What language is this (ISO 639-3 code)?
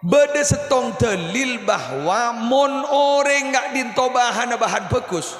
mad